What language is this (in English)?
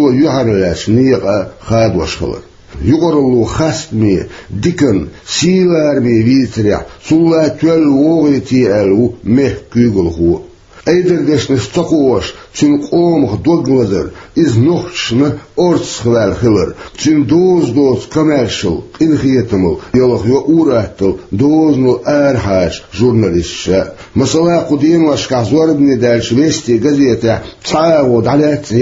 Chechen